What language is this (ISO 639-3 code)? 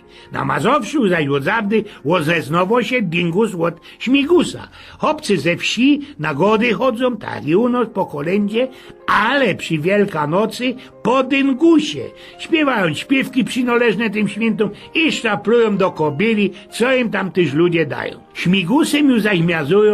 szl